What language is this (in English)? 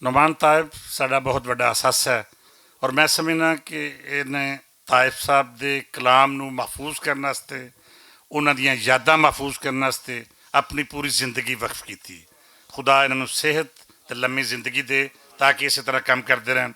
Western Panjabi